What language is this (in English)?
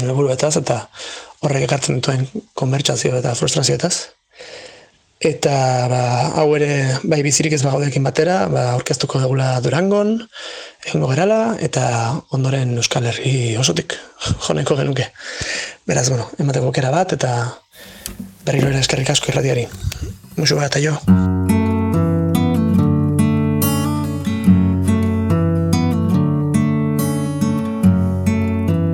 Basque